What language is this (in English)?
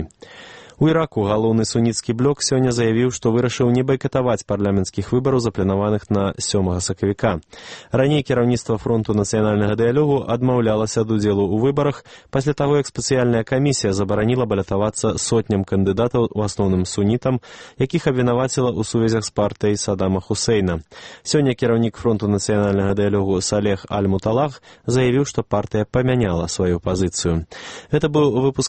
Belarusian